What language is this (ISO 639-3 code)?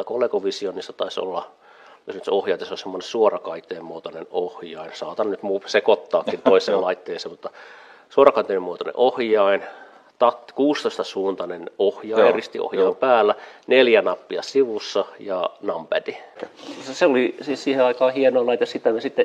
fin